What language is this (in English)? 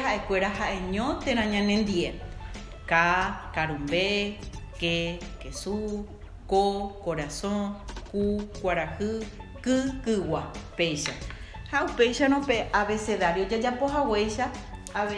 Guarani